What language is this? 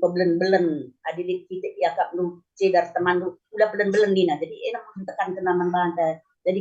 Batak Karo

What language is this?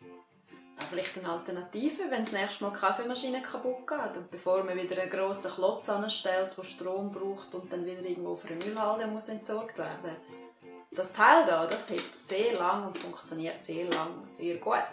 Swiss German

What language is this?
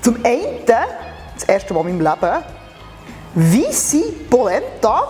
Swiss German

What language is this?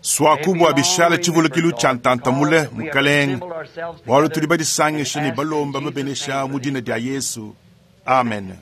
Luba-Lulua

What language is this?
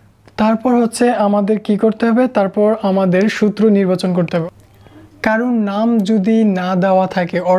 Bangla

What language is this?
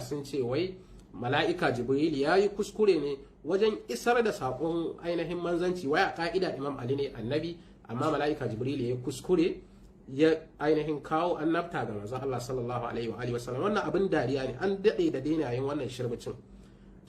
Hausa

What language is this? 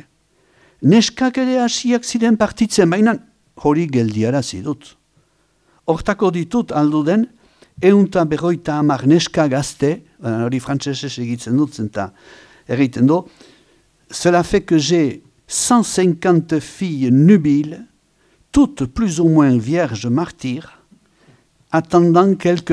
Basque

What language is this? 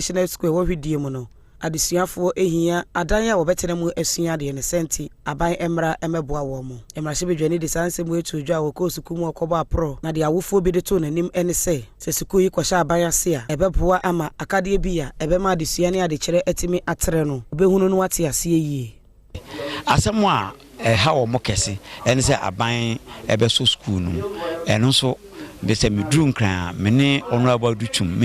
Akan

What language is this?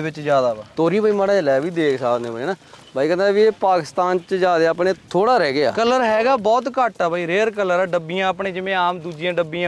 Punjabi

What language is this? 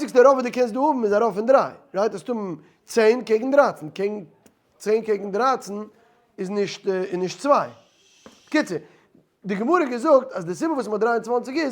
Yiddish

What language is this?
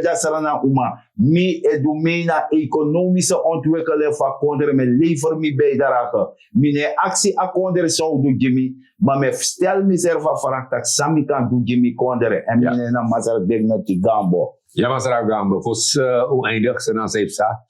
Sranan Tongo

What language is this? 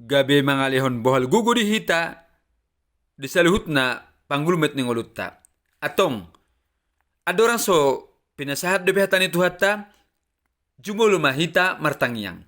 Batak Toba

